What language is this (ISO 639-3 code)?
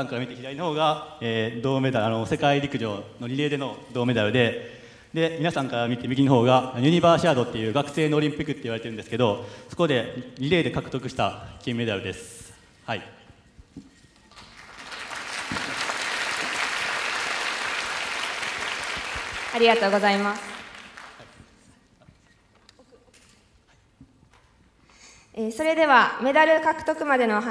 jpn